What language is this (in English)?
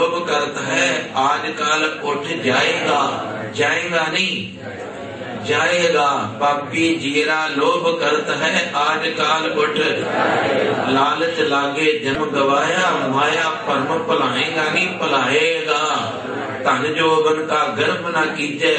Punjabi